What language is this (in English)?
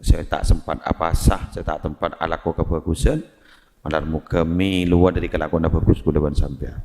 Madurese